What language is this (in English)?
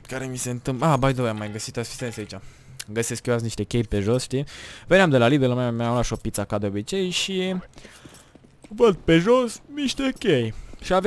Romanian